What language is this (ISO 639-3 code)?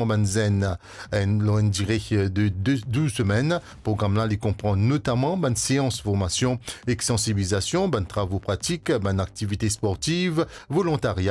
mfe